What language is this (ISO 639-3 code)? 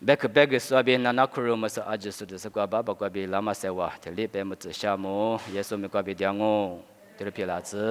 lis